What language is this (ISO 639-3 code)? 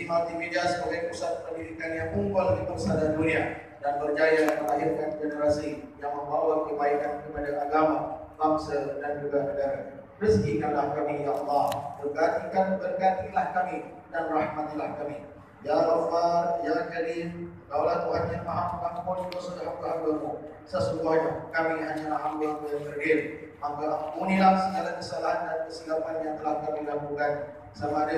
msa